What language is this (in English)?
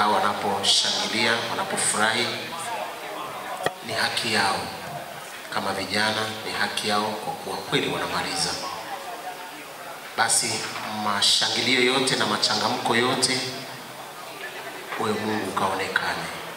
Swahili